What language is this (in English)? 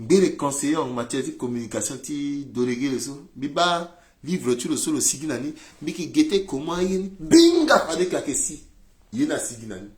Sango